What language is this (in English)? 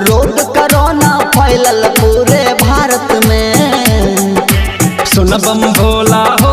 Maithili